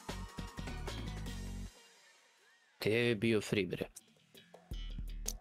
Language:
Serbian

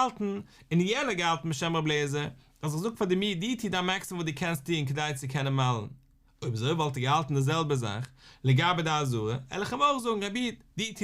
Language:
Yiddish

